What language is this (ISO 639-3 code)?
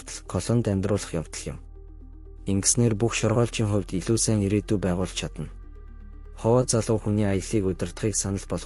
mon